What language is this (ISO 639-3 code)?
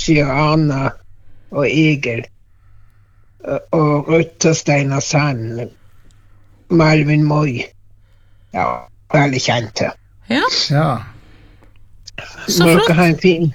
nor